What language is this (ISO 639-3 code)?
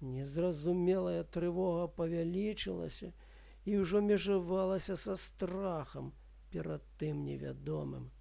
bel